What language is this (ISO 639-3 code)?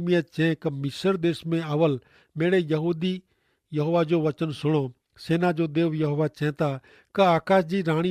kfr